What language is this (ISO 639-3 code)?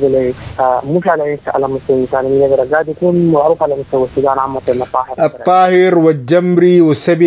apd